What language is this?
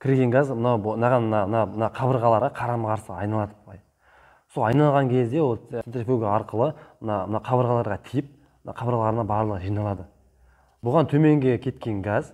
Kazakh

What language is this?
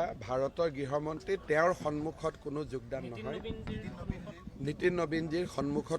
Assamese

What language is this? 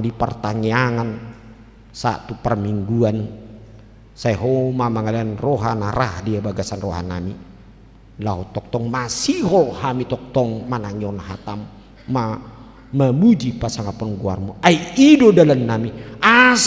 Batak Toba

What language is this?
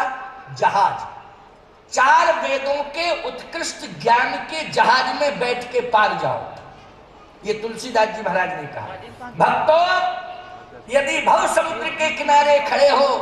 Hindi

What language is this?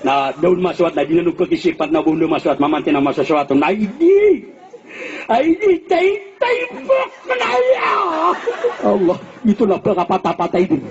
Maranao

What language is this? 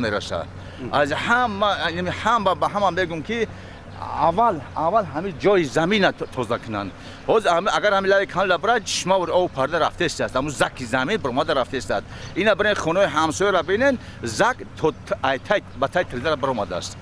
Tajik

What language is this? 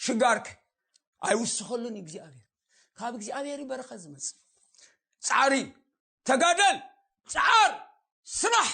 Tigrinya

